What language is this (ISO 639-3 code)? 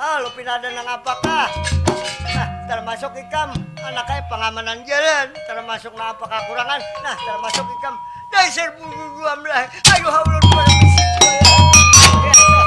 bjn